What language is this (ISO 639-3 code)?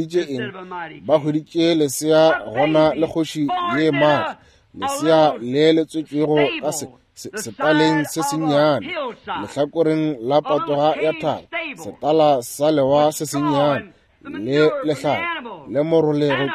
nso